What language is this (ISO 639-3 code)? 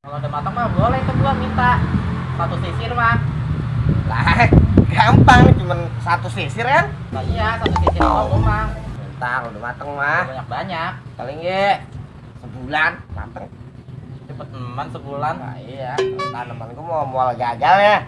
bew